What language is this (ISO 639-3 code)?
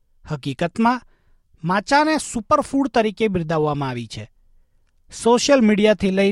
guj